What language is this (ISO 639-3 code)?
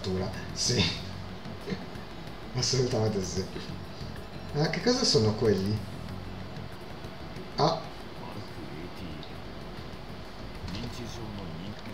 ita